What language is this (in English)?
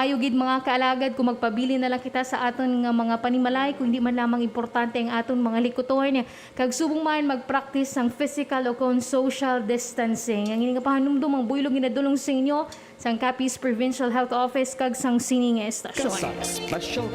Hiligaynon